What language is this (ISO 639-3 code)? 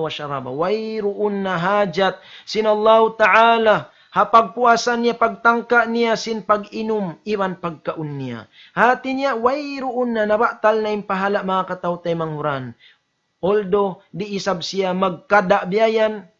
tsg